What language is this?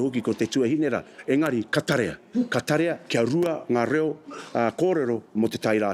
Māori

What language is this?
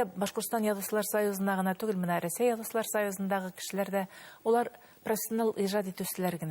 Bashkir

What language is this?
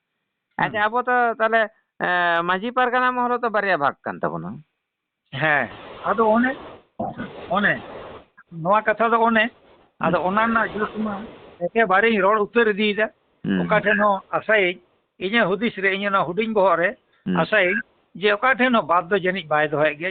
Santali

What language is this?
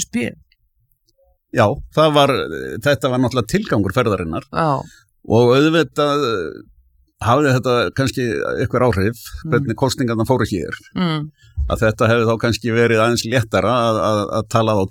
Icelandic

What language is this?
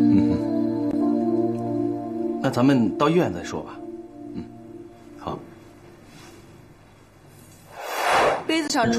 Chinese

